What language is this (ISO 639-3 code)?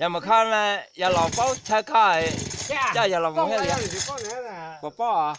hmn